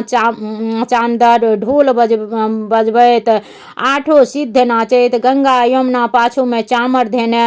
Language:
Maithili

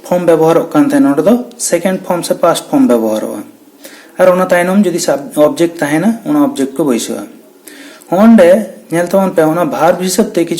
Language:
Santali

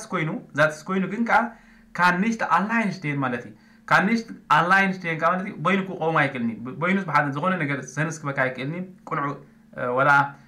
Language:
Tigrinya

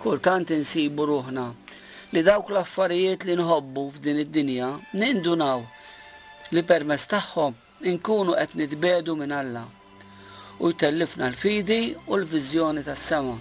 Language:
Maltese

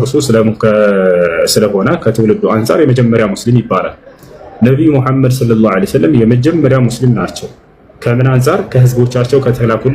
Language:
Amharic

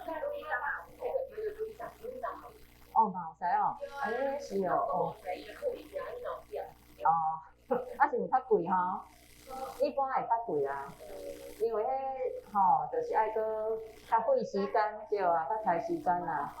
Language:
Min Nan Chinese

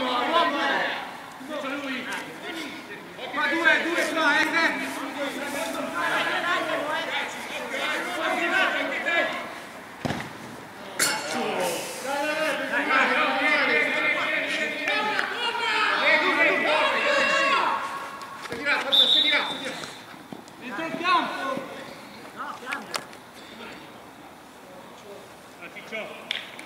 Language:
Italian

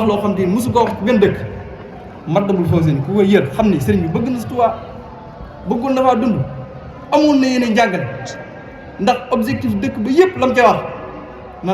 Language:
Wolof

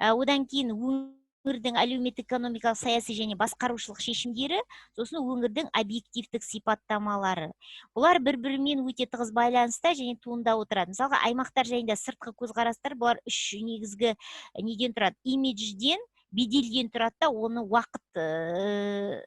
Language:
Kazakh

